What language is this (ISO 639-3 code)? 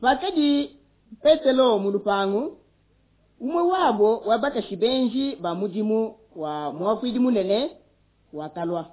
lua